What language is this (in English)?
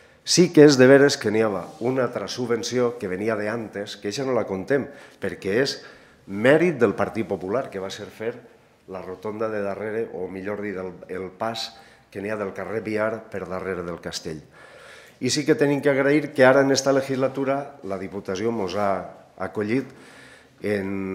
Catalan